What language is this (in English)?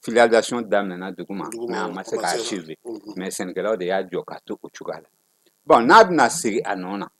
Bambara